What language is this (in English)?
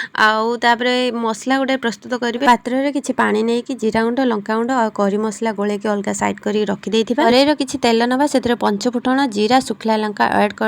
Odia